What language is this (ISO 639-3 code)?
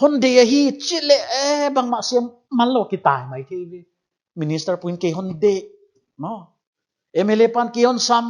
pck